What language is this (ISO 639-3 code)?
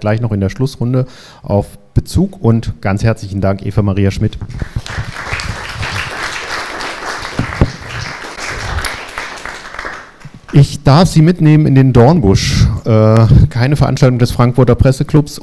deu